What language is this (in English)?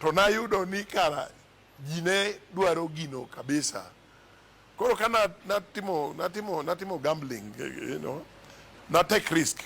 Luo (Kenya and Tanzania)